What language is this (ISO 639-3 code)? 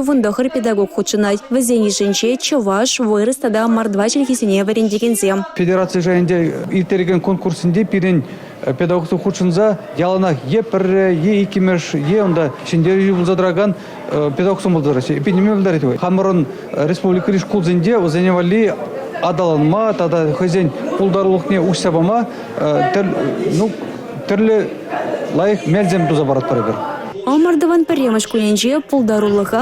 chv